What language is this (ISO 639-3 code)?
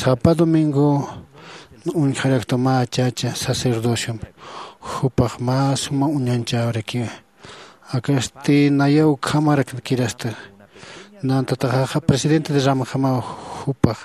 aym